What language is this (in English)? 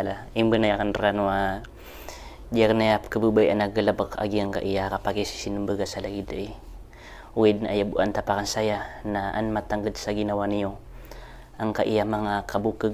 Maranao